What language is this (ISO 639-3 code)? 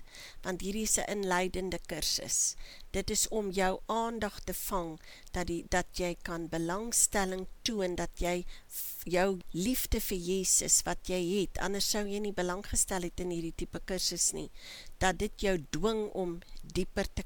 afr